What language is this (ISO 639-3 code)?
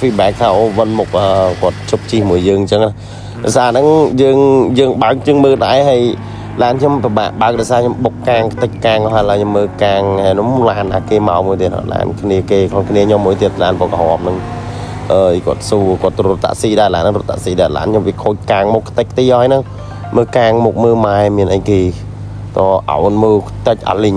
khm